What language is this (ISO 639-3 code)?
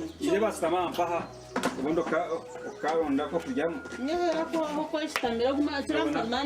nyn